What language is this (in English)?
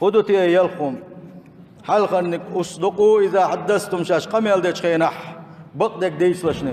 Chechen